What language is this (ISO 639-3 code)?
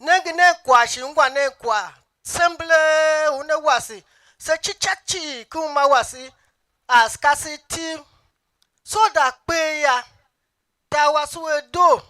tiv